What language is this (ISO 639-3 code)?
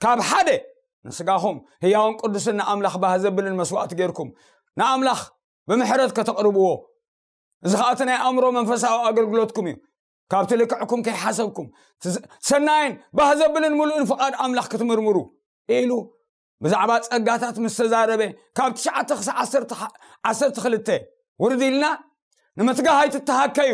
tir